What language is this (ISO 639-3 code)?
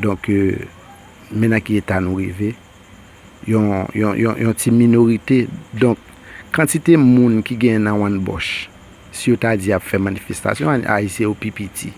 hat